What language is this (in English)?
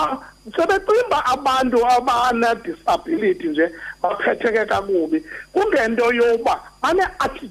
Xhosa